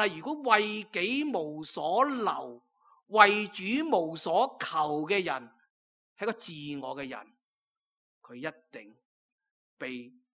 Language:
Cantonese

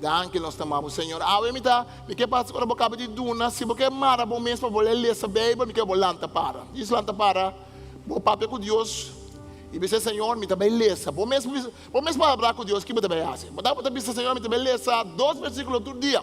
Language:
Papiamento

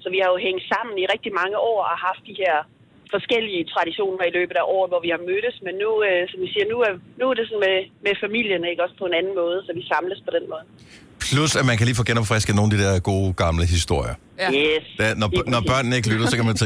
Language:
Danish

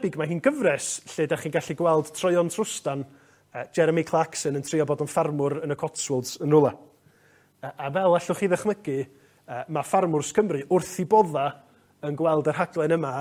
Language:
Welsh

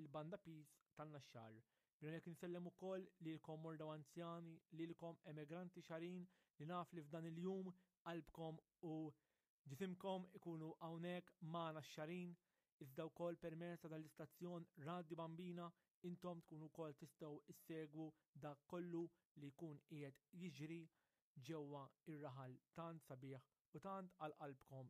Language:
Maltese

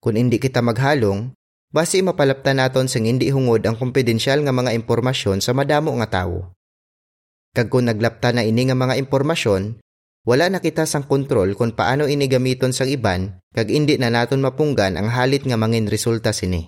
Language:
Hiligaynon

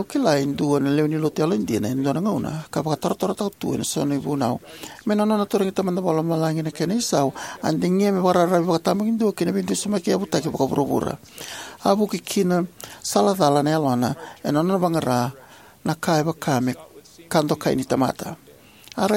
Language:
Fijian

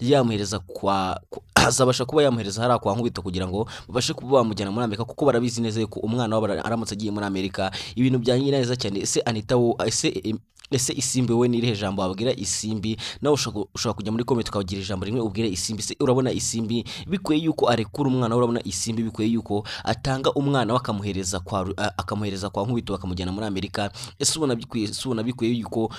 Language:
Kinyarwanda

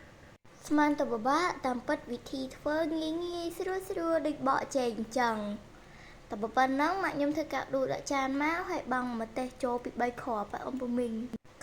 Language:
Khmer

